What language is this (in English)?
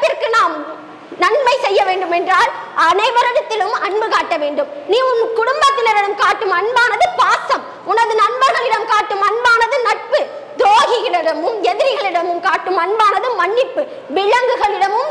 Tamil